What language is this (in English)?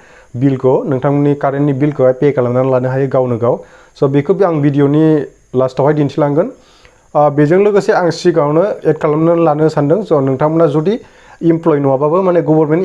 Bodo